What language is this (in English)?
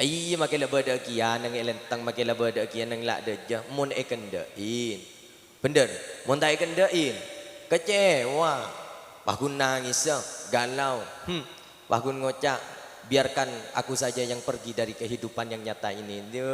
Madurese